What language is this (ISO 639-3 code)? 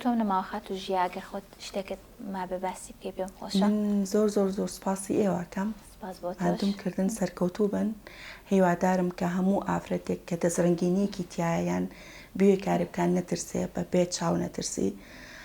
ckb